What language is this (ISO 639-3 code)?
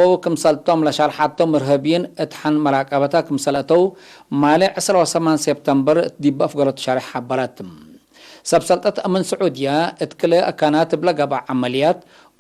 tig